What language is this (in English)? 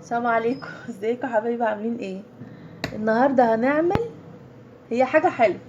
Egyptian Arabic